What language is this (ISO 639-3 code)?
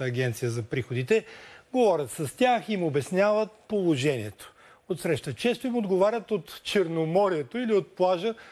bul